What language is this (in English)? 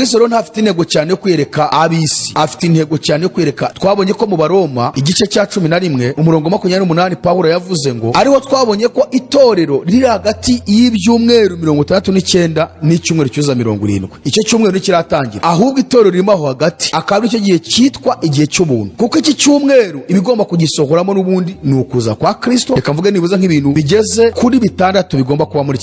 Kinyarwanda